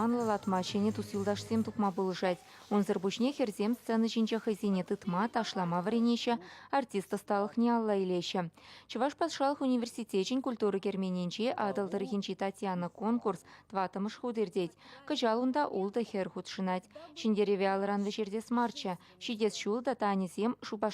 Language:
Chuvash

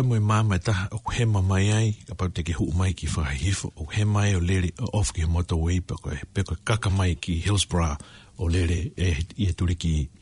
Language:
Tongan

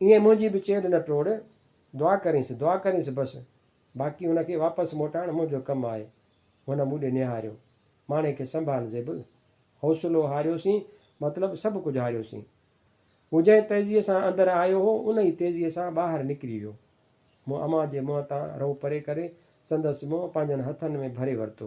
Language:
Sindhi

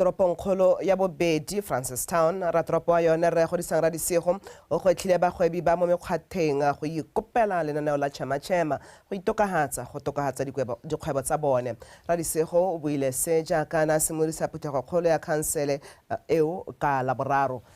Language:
Tswana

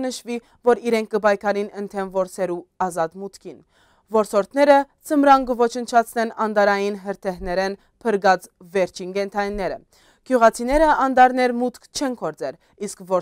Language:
Western Armenian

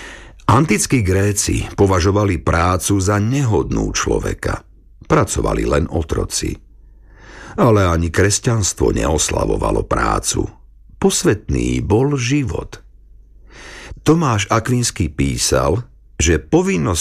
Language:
Slovak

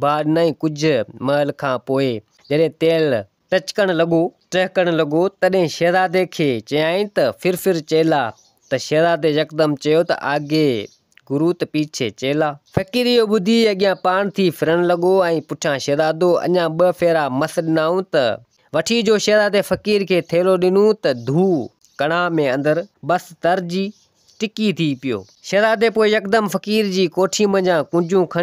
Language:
Sindhi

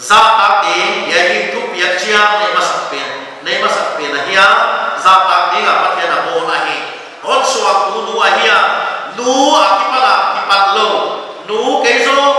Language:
Paite Chin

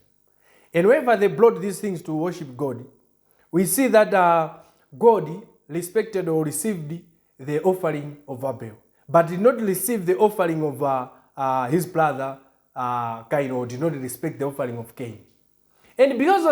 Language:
English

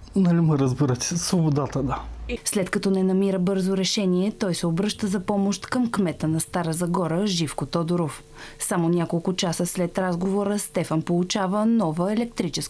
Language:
Bulgarian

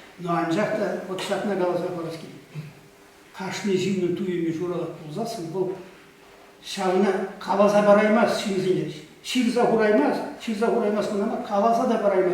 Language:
Chuvash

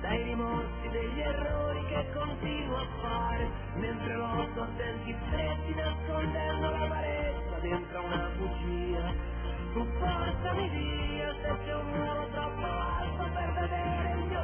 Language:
Italian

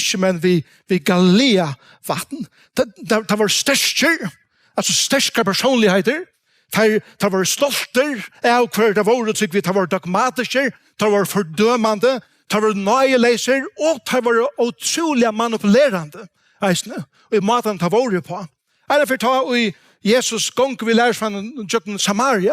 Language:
Faroese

